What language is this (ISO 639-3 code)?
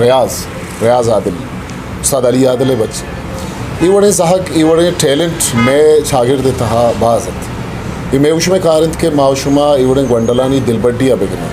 bgp